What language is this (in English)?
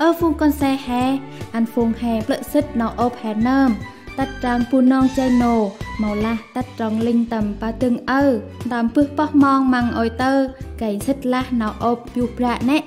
Central Mnong